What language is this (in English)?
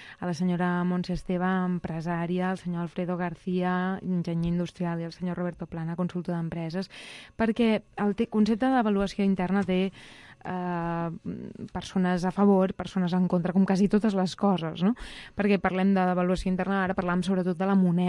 Catalan